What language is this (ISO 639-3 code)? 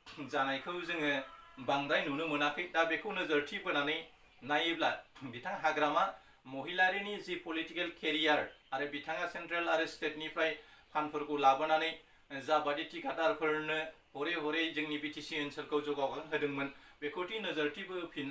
brx